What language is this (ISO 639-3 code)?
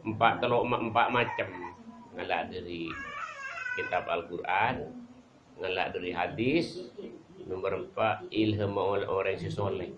mad